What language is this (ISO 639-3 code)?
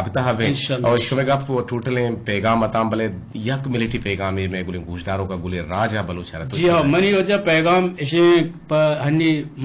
bgp